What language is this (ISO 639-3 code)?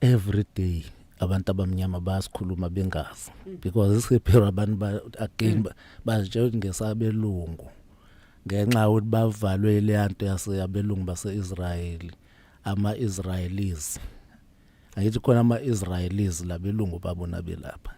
zul